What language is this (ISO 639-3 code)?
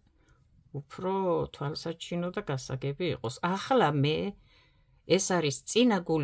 kat